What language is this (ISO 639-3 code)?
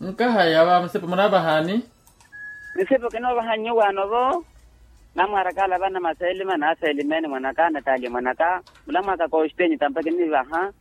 vmw